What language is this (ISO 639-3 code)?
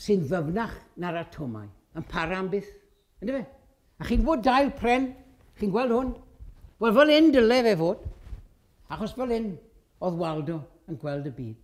cym